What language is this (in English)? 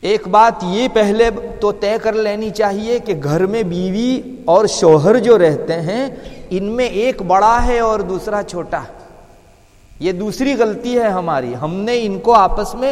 Urdu